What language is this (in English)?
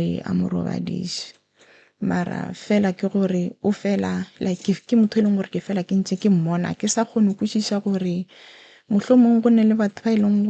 Northern Sotho